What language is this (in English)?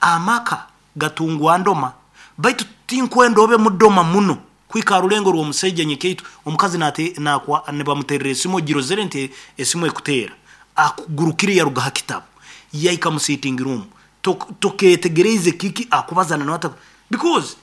Nyoro